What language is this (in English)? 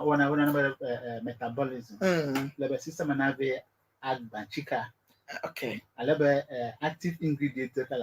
Ewe